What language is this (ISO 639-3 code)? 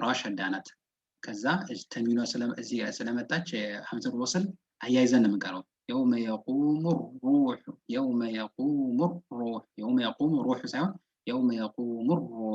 amh